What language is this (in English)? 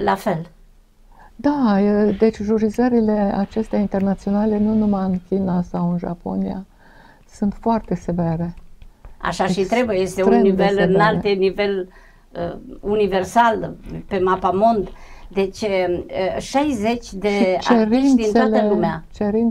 Romanian